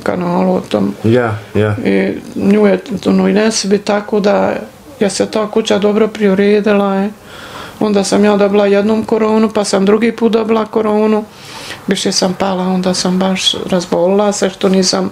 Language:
Bosnian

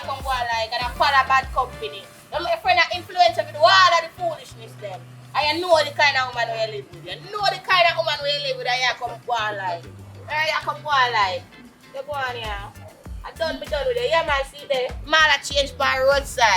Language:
Jamaican Creole English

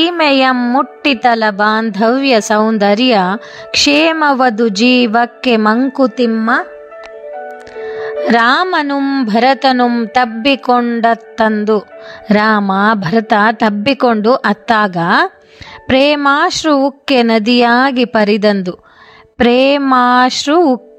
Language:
Kannada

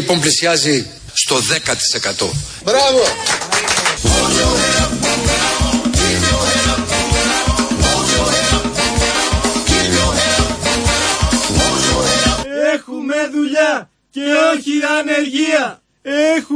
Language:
Greek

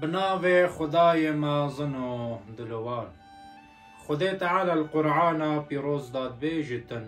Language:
Kurdish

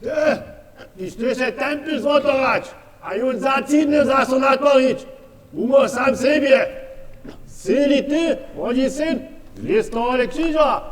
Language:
Upper Sorbian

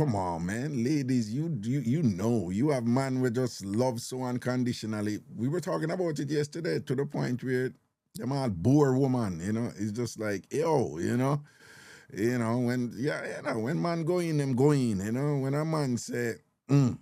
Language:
Jamaican Creole English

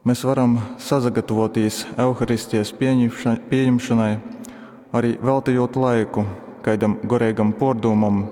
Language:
Latgalian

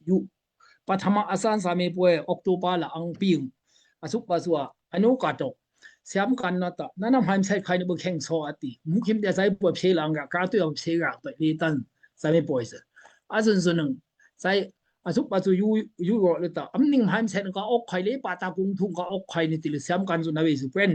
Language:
Daai Chin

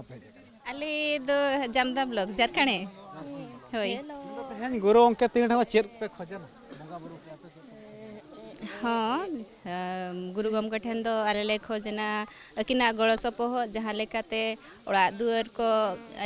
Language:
Santali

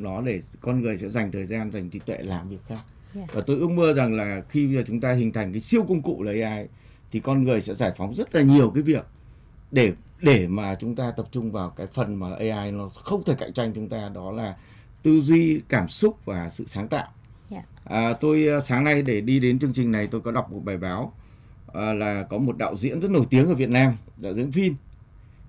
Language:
Vietnamese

